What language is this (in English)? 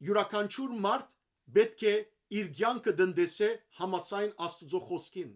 Western Armenian